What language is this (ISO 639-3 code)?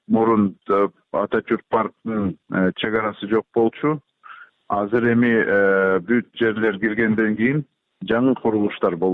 kir